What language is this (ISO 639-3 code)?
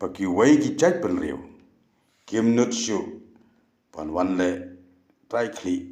kha